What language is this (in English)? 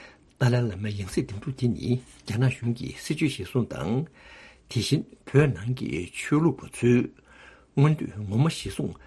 Tibetan